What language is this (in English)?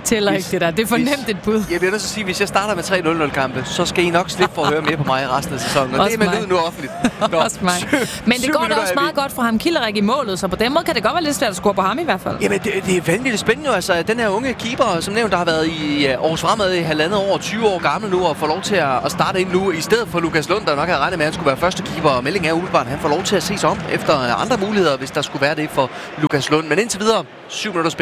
Danish